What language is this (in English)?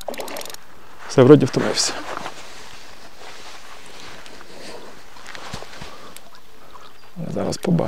Ukrainian